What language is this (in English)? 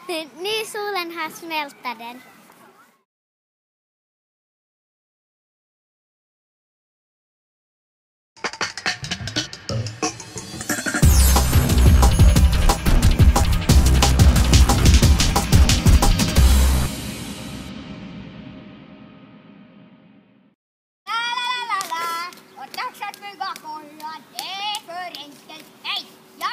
Swedish